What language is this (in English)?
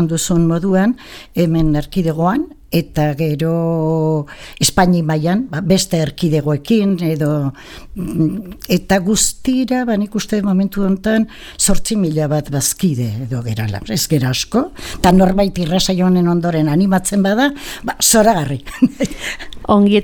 Basque